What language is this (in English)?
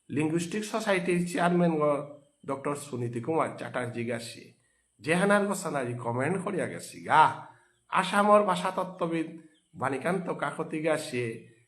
Bishnupriya